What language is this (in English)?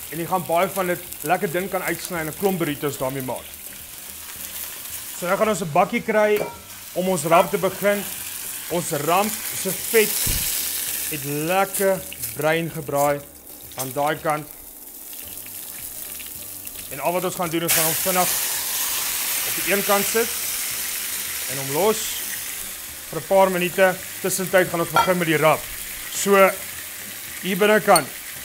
Afrikaans